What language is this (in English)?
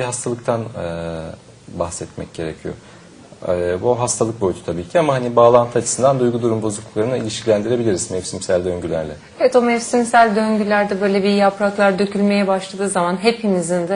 Turkish